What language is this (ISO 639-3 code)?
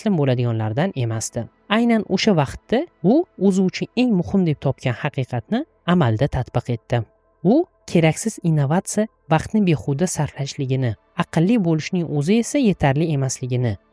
uzb